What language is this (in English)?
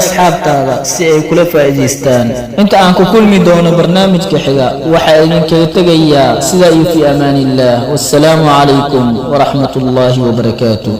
Somali